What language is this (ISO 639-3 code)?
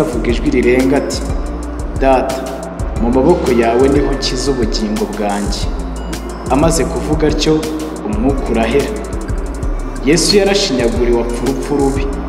kin